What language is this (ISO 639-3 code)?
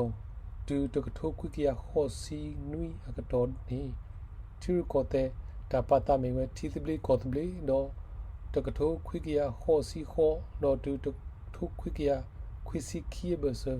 ksw